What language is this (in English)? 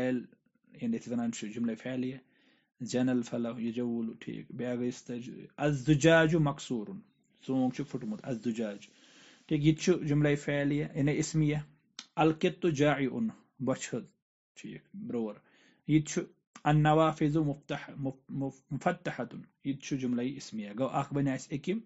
Kashmiri